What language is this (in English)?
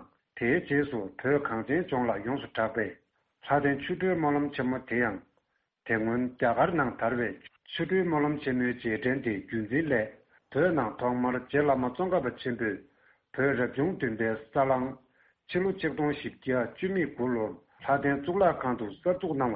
Tibetan